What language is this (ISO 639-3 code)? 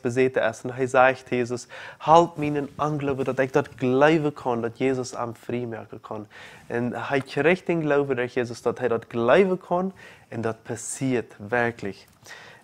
pdt